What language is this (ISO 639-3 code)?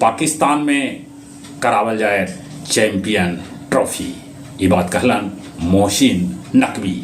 mag